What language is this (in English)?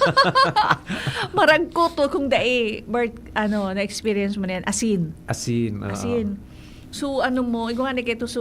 Bikol